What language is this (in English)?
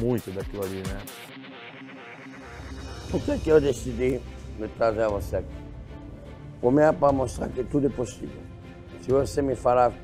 Portuguese